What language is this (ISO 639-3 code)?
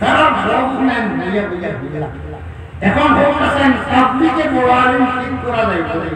syl